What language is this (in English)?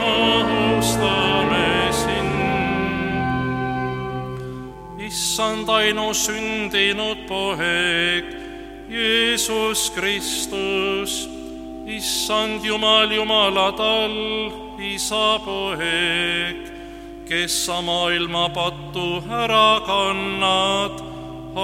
Estonian